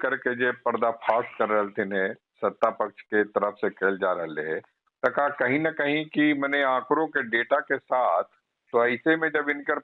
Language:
Magahi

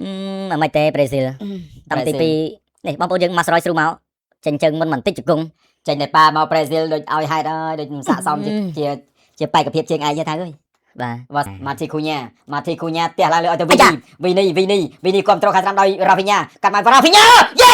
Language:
Khmer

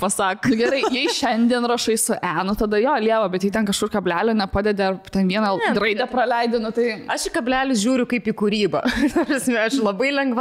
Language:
Lithuanian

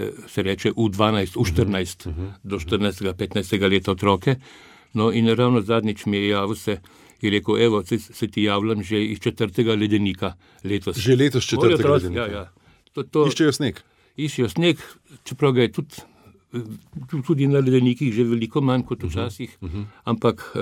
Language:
Slovenian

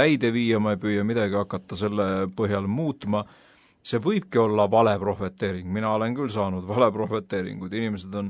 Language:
Estonian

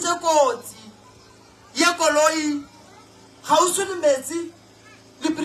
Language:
Northern Sotho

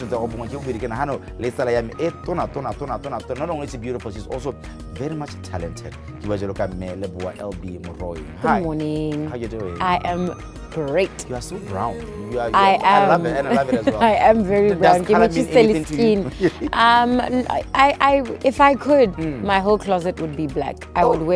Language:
Tswana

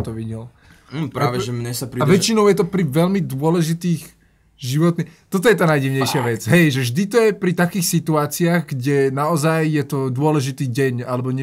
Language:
Slovak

